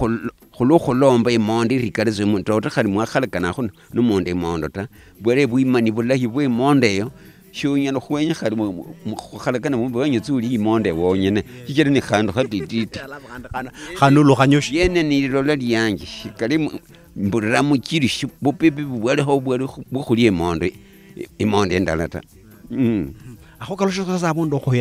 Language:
Luyia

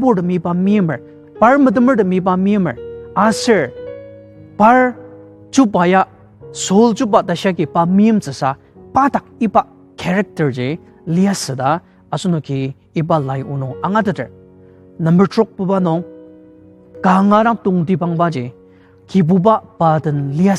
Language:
Ao Naga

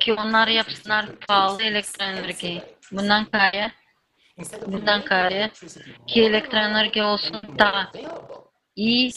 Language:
Gagauz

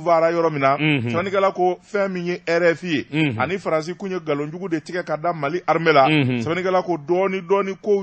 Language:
Bambara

